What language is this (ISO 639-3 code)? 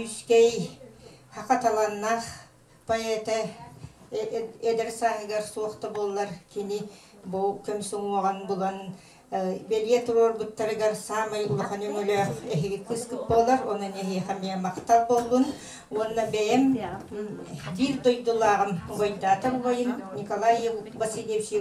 sah